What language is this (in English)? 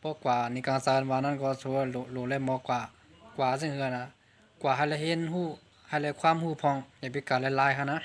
Shan